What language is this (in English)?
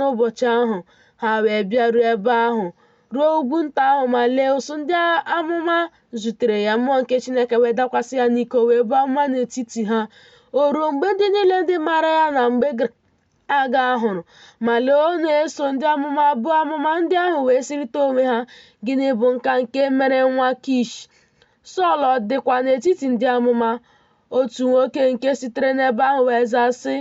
Igbo